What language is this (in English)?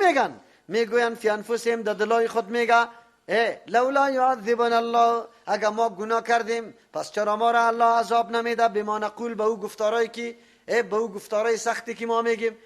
Persian